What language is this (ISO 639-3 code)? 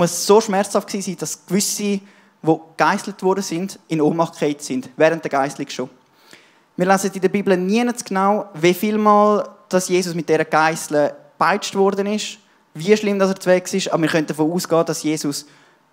gsw